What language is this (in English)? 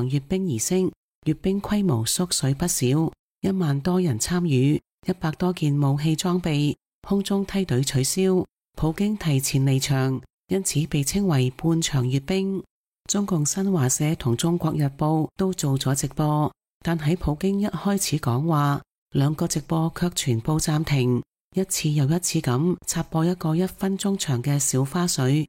Cantonese